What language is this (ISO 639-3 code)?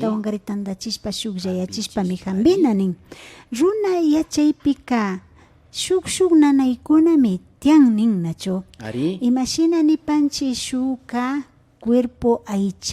qvi